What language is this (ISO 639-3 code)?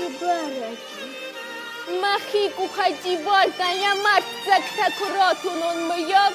oss